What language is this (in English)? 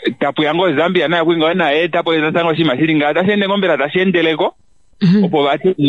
Kuanyama